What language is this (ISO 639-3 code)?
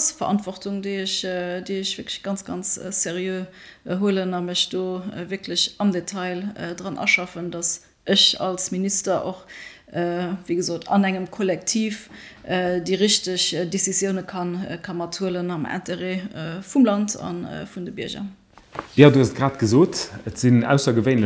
ltz